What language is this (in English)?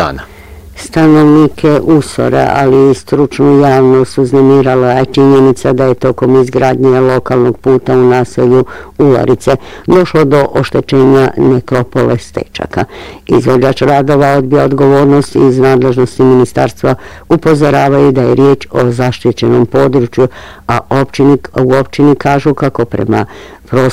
Bosnian